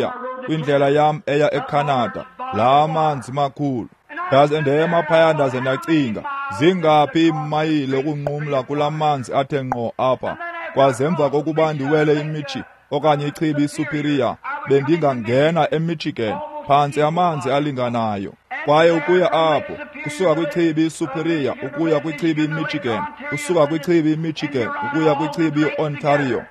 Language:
Xhosa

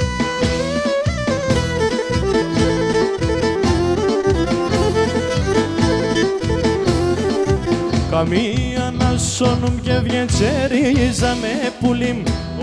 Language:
Greek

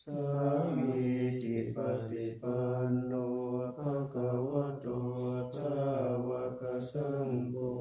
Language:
Pali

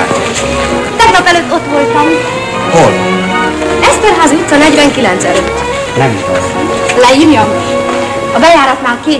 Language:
Hungarian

